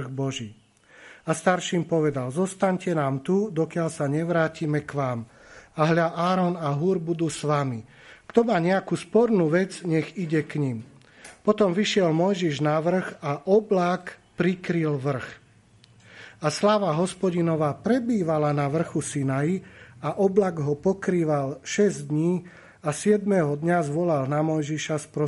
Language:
Slovak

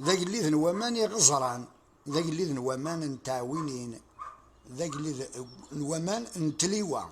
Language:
Kabyle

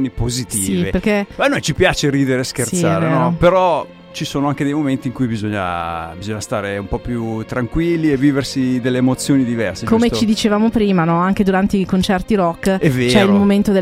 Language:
Italian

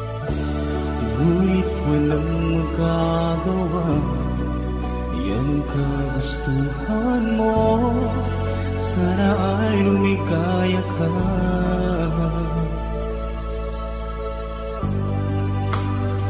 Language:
Filipino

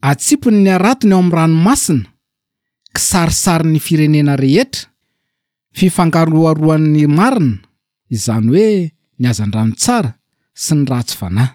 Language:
Malagasy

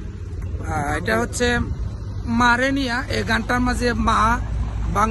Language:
Sylheti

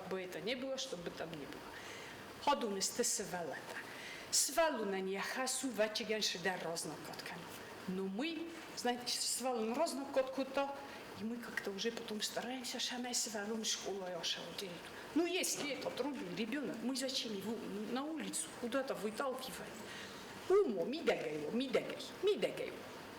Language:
Ossetic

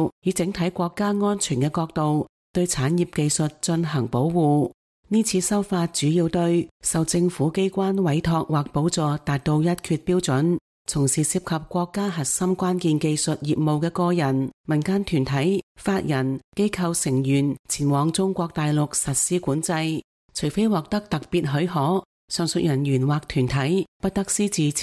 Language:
Cantonese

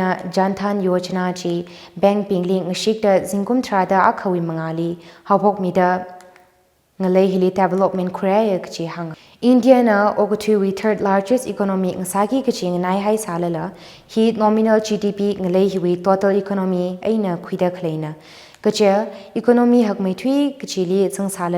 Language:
Tangkhul Naga (India)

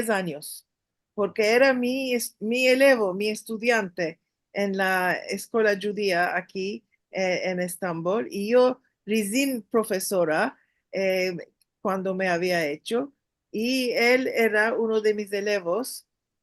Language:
Ladino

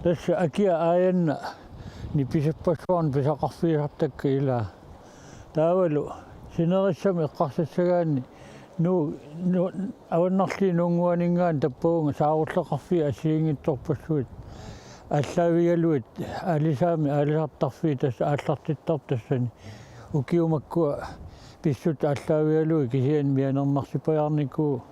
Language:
Kalaallisut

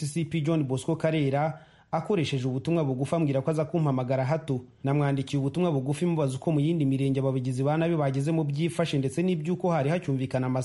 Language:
Kinyarwanda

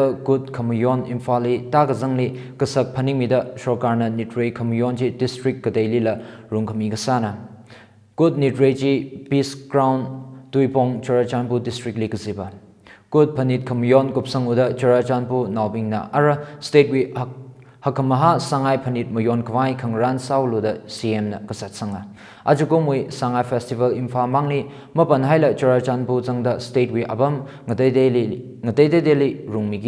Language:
Tangkhul Naga (India)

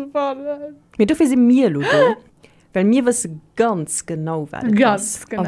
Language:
Luxembourgish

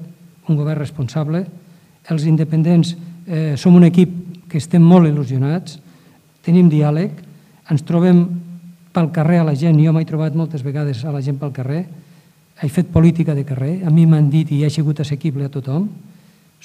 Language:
Catalan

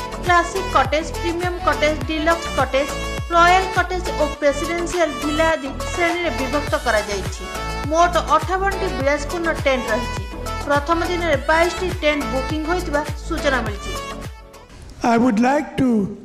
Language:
Odia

